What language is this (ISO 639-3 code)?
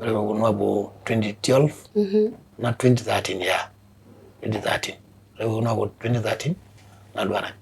mas